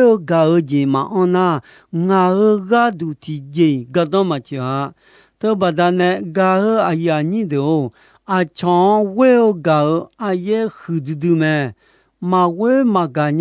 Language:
Akha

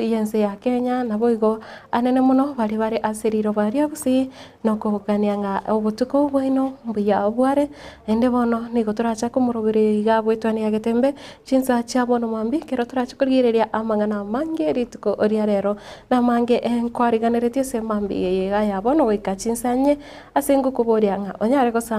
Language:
Gusii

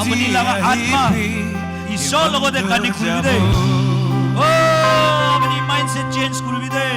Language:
Naga Pidgin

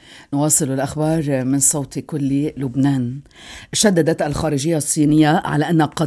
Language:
Arabic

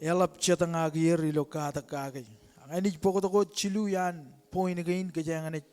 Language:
Marshallese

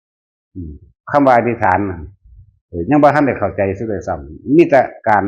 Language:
Northeastern Thai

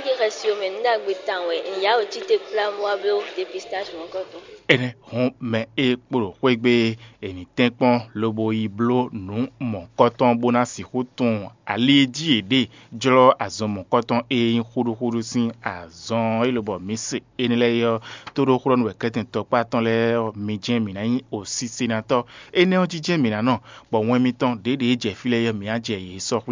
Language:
Fon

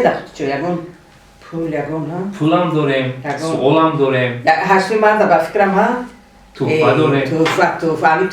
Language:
Tajik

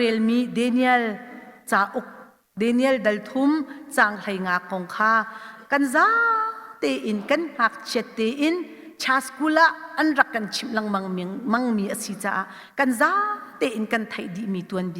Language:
Hakha Chin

